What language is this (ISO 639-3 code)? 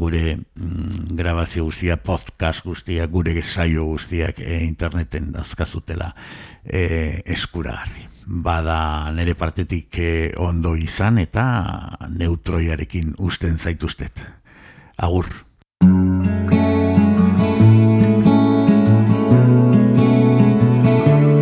eus